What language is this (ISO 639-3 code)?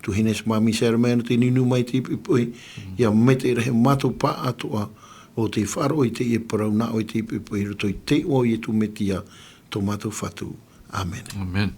tah